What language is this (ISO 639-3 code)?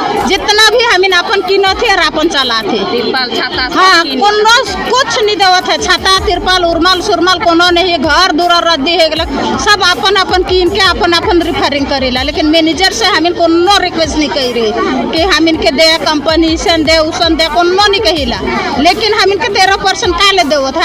sck